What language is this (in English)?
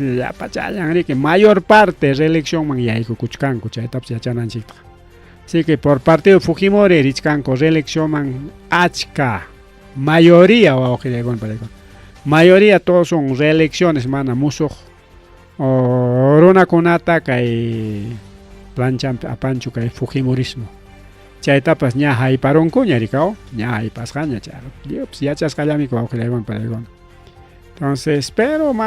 Ayacucho Quechua